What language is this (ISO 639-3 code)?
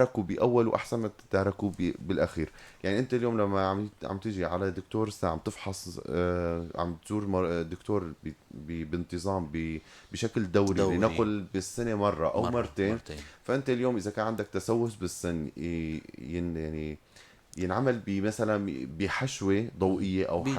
apc